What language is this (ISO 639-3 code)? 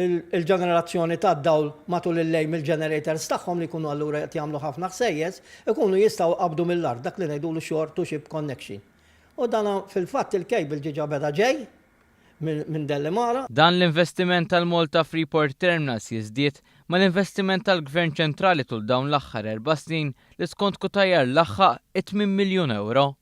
mlt